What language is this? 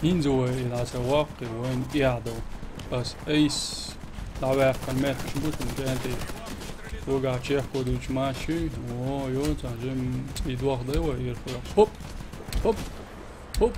Chechen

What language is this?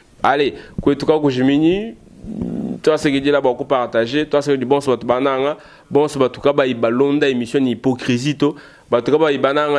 Luba-Lulua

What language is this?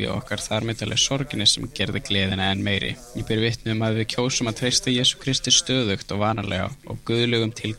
Icelandic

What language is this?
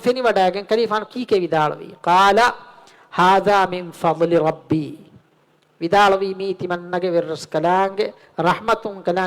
Divehi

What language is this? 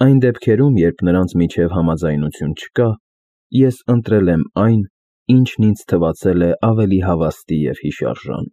Armenian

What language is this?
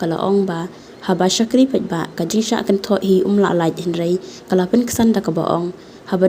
Khasi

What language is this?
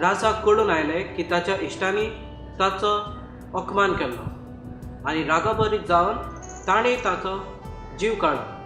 Konkani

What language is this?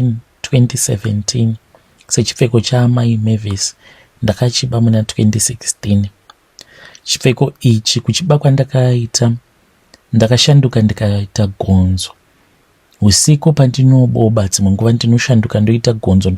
Shona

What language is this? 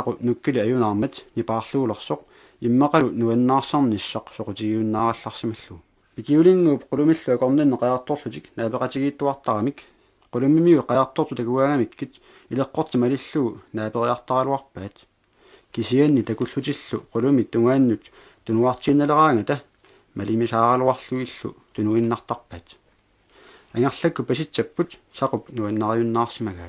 Kalaallisut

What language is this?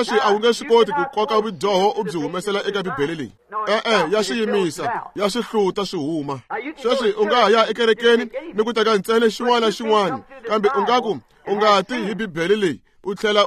Tsonga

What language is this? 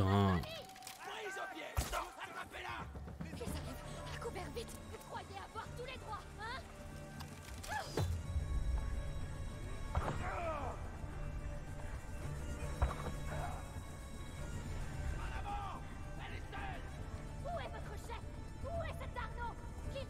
French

